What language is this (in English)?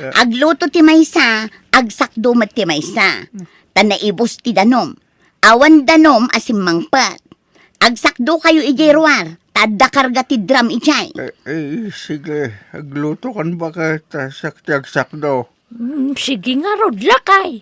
Iloko